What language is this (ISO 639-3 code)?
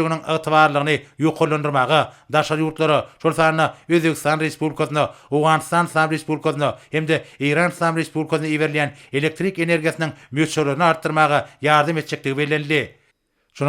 tuk